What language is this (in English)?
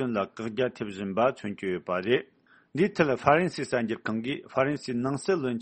Tibetan